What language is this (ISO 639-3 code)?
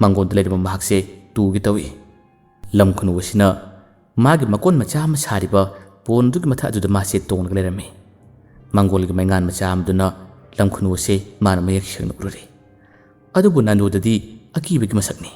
mni